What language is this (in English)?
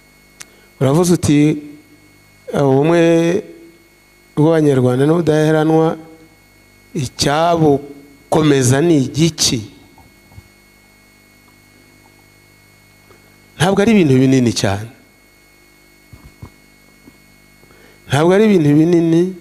Kinyarwanda